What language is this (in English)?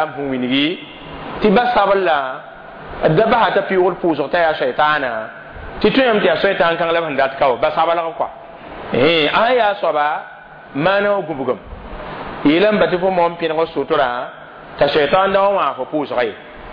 Mossi